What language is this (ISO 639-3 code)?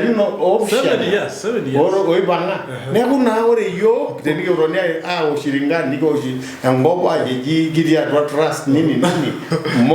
mas